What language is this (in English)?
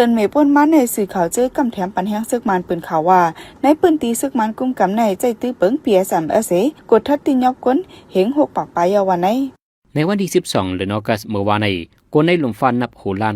Shan